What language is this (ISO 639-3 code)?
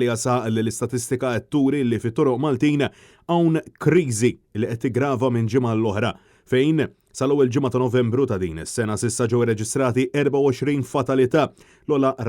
mlt